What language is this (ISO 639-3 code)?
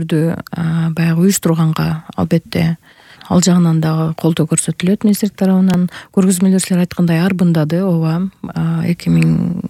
kir